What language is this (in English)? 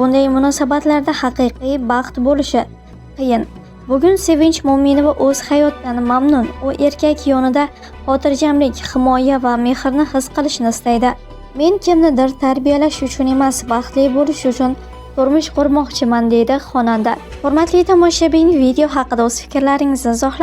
Uzbek